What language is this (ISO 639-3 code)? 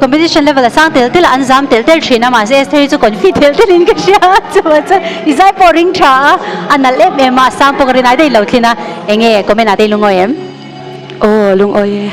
lus